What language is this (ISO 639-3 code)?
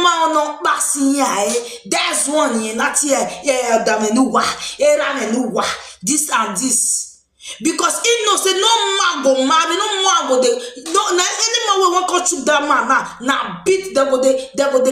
pcm